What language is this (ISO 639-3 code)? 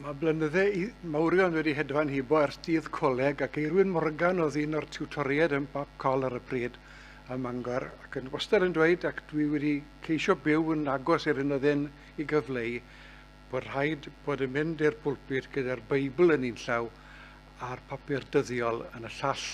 cym